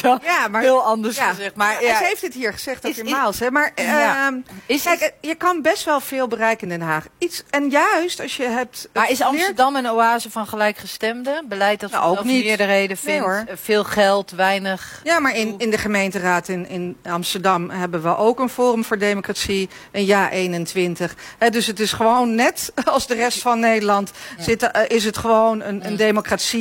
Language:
Dutch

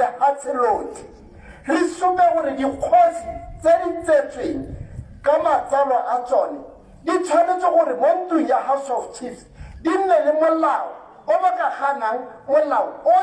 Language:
Tswana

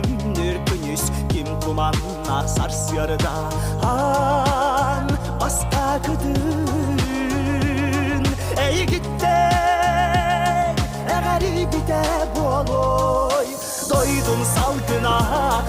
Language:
Yakut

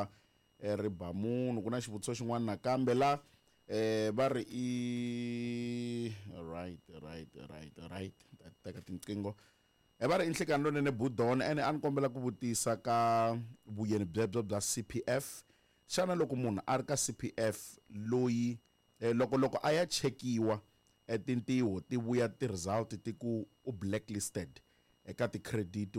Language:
Tsonga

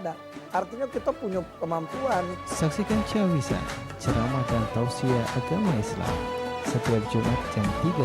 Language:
Musi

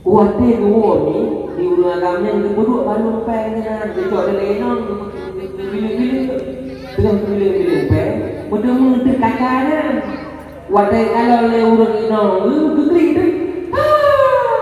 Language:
Achinese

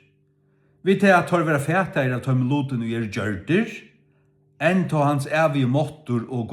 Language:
Faroese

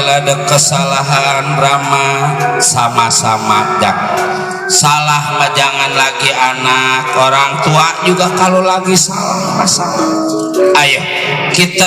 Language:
Betawi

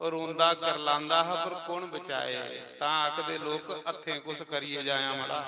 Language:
Dogri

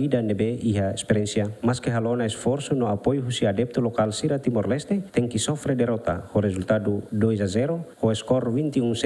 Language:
Tetum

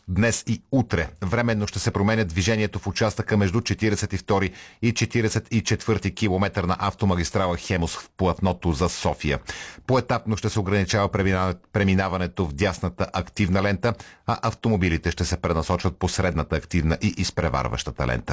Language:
Bulgarian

